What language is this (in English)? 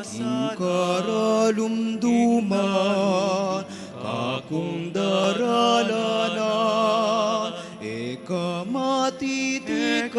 Pampanga